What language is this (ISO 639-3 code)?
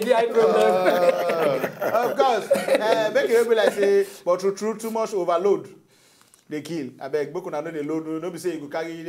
pcm